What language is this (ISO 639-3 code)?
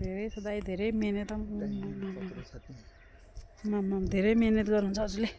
nep